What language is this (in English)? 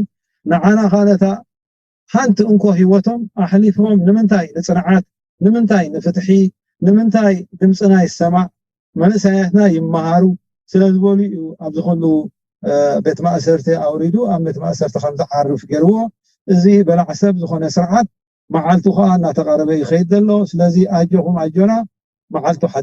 Tigrinya